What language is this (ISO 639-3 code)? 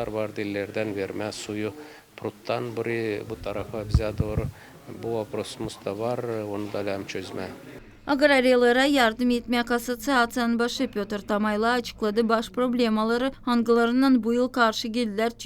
gag